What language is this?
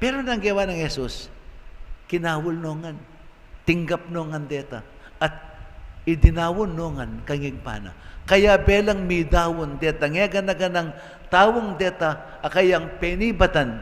Pampanga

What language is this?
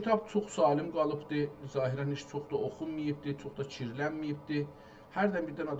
South Azerbaijani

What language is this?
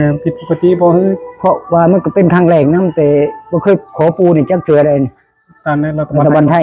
Northeastern Thai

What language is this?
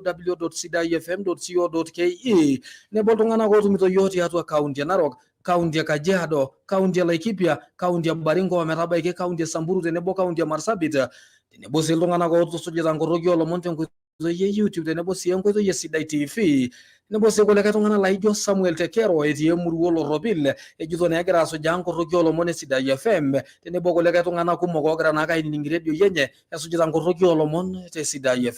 Masai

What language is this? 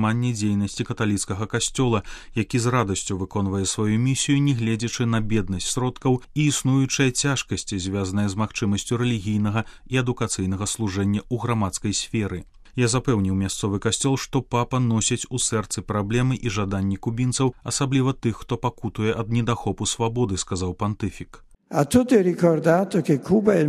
Belarusian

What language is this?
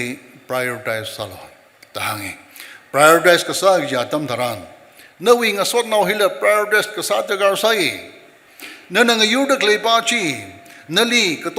Tangkhul Naga (India)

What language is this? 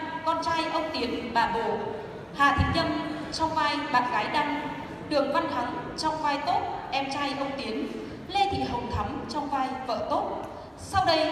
Vietnamese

